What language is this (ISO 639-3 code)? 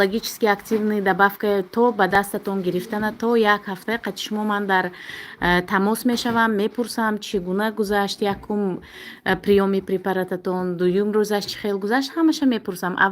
tgk